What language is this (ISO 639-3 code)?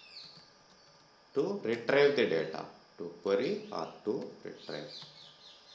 tel